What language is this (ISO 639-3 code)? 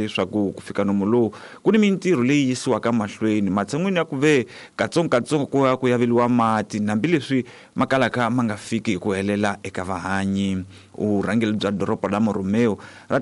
tso